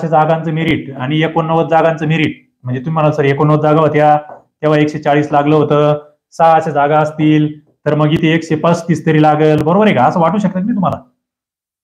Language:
Marathi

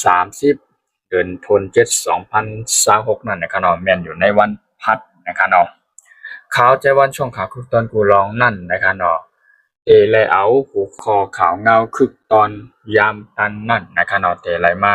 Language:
Shan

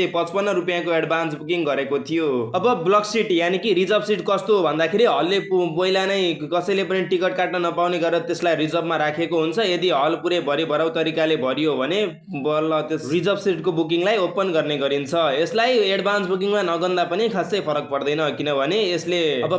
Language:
Nepali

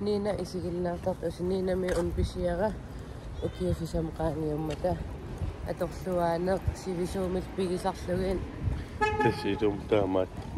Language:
Kalaallisut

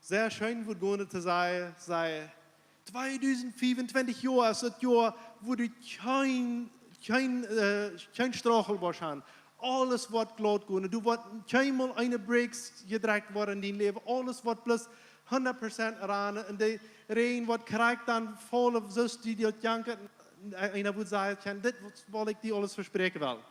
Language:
Plautdietsch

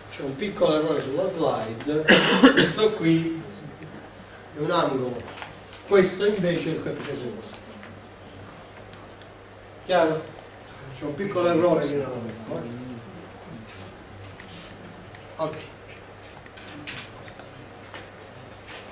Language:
Italian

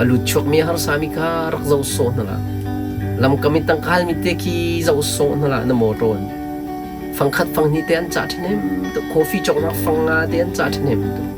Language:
Hakha Chin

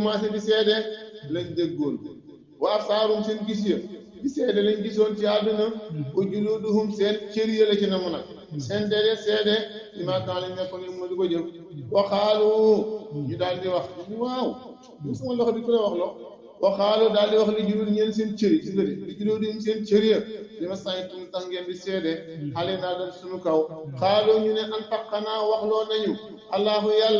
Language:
Wolof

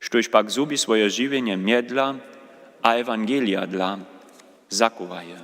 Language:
Upper Sorbian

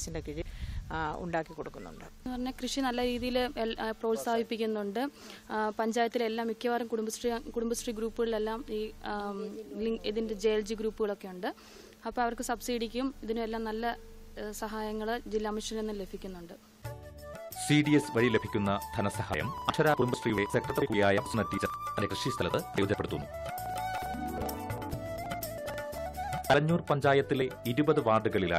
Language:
Malayalam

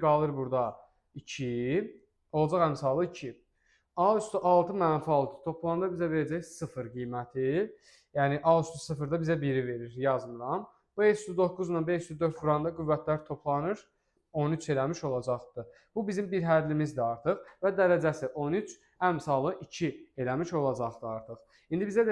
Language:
Azerbaijani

